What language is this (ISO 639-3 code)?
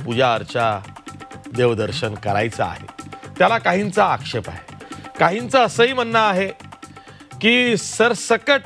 mar